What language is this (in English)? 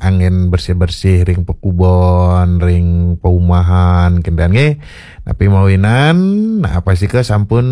Balinese